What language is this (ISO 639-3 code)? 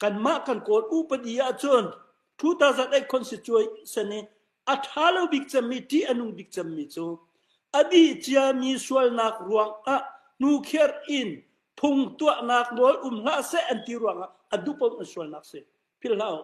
cnh